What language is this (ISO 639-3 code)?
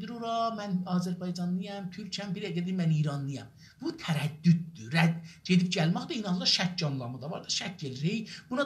azb